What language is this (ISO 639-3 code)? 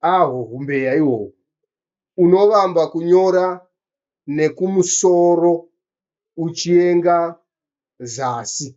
sna